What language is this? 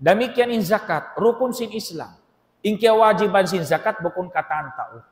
Tausug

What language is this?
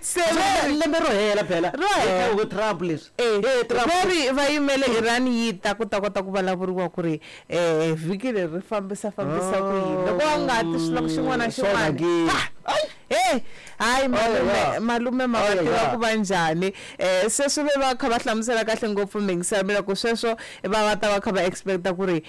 Tsonga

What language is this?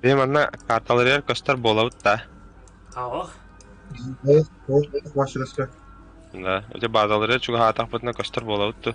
Yakut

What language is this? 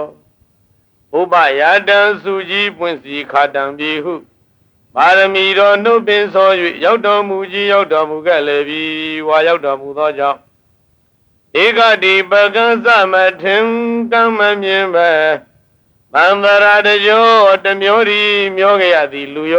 Burmese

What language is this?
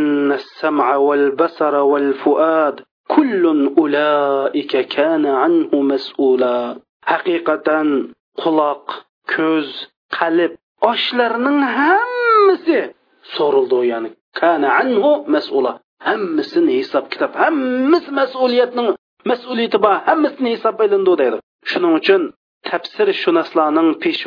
Uyghur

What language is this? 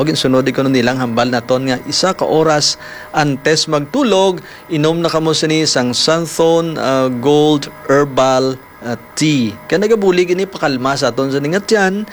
Hiligaynon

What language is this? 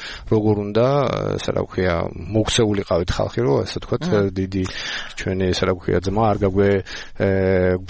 Georgian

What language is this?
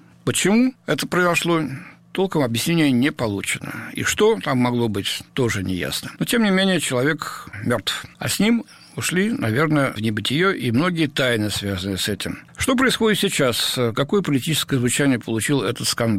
Russian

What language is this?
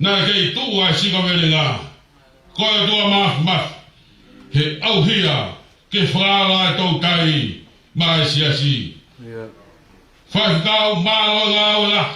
Tongan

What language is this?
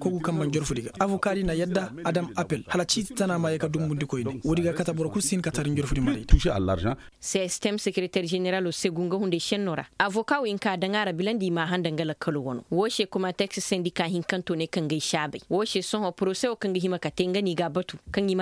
Koyraboro Senni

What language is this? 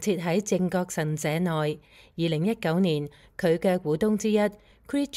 Cantonese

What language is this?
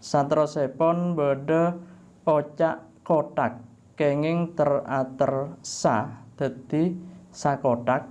Madurese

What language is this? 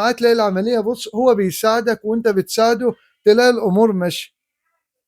Egyptian Arabic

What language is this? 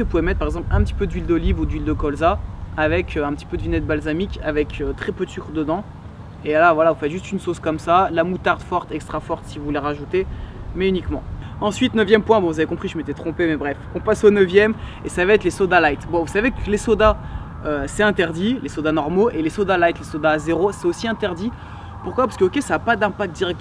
French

